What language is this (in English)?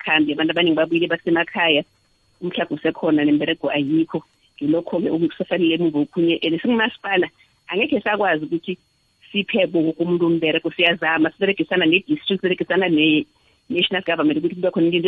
South Ndebele